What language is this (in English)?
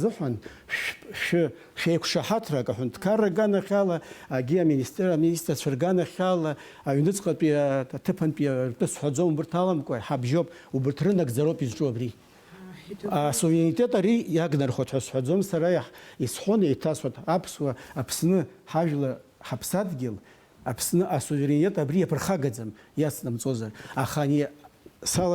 Abkhazian